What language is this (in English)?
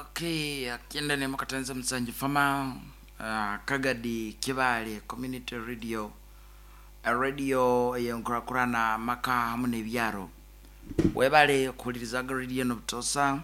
Nyoro